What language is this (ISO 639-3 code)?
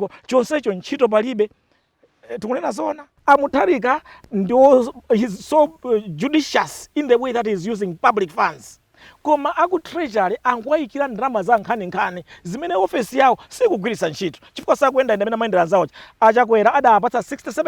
nya